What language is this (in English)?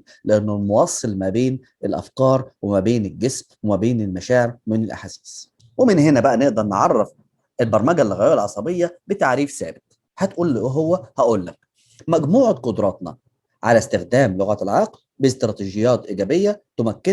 Egyptian Arabic